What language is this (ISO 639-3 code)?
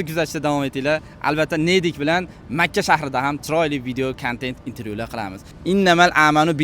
uzb